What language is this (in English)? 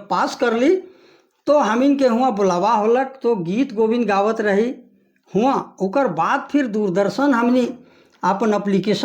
Sadri